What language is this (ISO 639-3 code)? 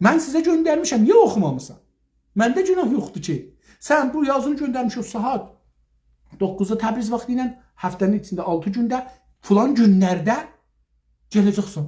azb